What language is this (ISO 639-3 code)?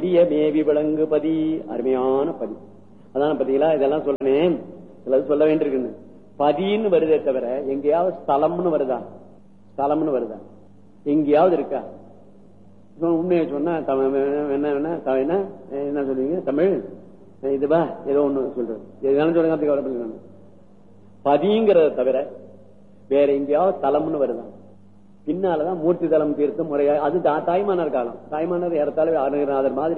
tam